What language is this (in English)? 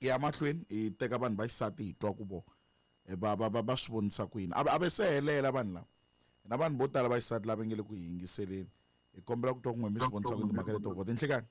Tsonga